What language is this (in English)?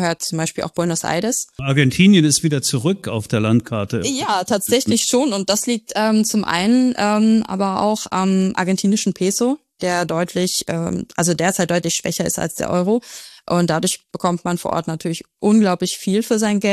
German